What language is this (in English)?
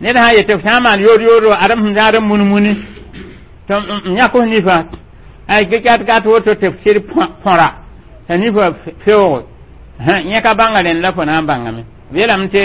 Mossi